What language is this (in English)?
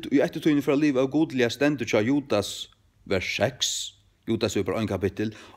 Faroese